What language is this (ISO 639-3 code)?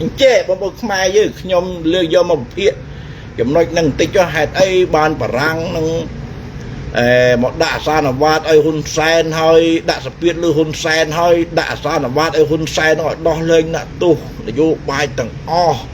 khm